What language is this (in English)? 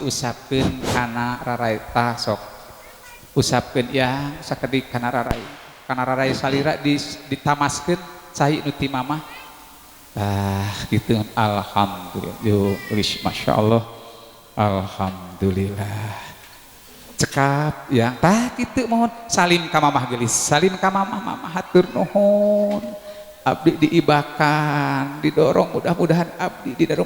Sundanese